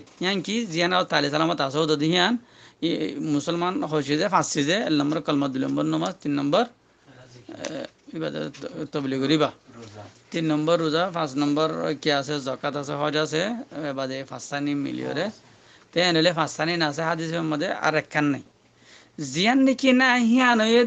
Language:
Rohingya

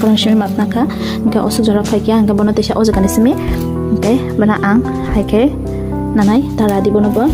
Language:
Kok Borok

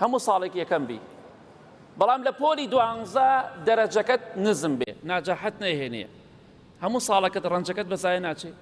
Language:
Central Kurdish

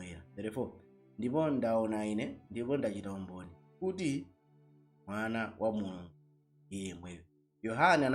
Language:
Nyanja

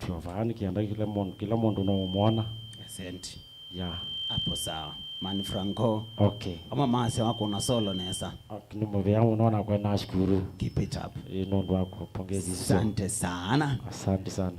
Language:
Kamba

